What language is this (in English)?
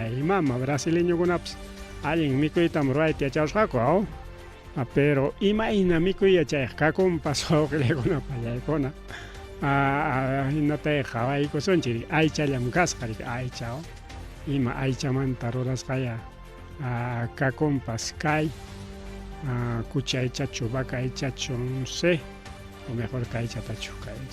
Ayacucho Quechua